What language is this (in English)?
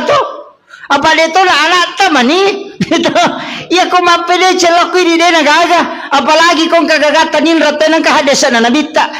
Buginese